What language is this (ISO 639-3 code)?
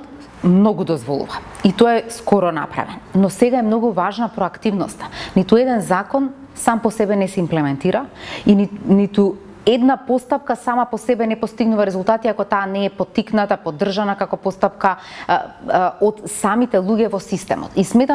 mkd